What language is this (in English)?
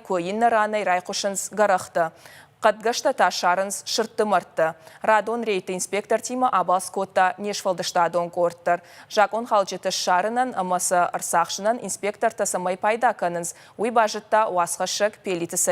Ossetic